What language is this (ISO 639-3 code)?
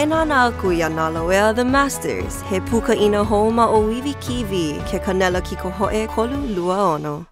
haw